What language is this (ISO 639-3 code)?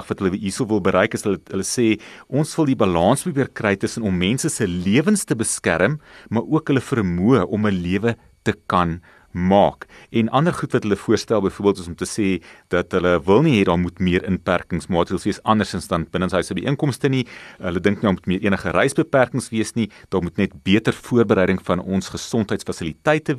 afr